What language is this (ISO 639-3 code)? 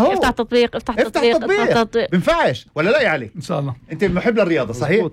apc